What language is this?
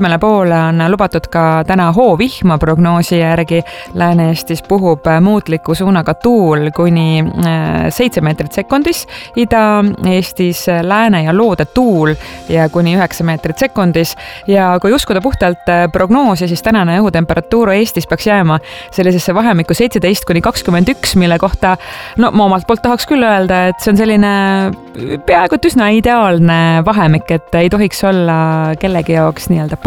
Estonian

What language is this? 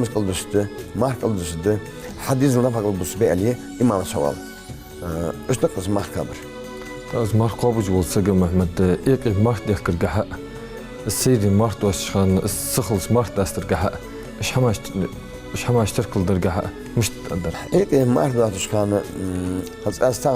Ingush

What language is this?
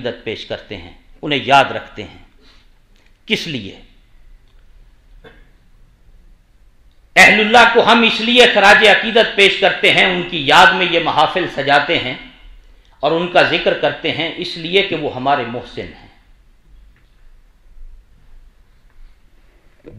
Urdu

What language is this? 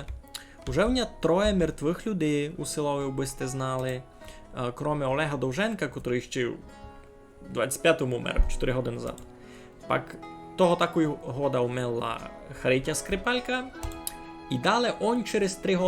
Rusyn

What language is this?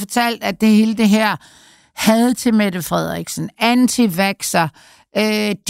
Danish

